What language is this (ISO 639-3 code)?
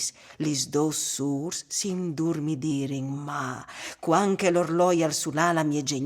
fur